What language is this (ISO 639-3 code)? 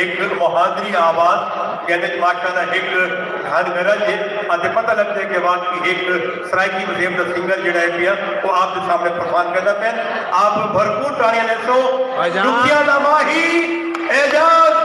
skr